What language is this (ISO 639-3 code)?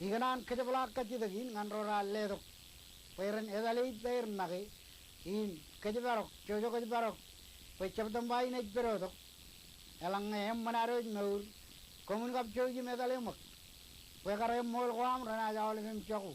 mah